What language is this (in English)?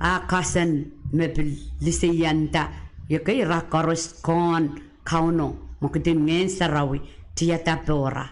Pohnpeian